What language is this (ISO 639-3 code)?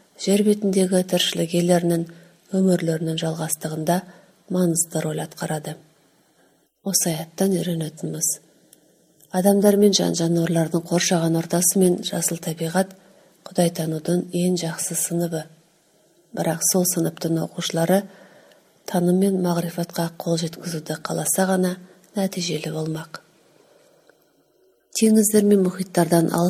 kaz